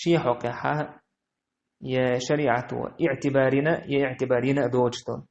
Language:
Chechen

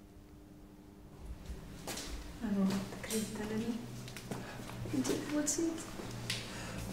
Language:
Portuguese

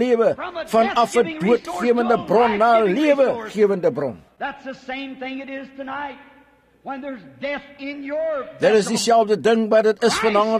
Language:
Afrikaans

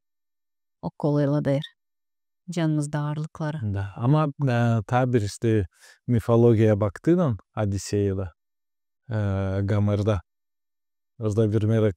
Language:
Gagauz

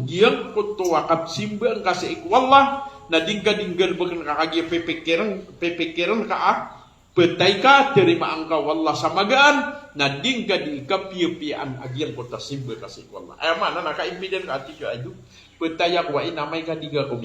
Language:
Maranao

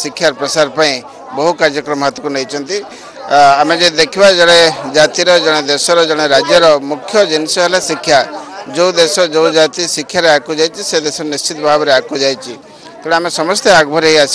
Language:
Odia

